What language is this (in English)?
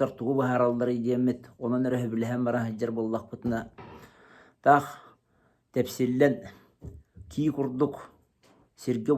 Yakut